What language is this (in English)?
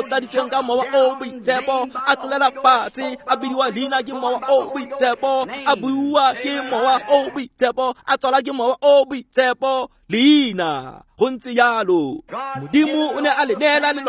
Tswana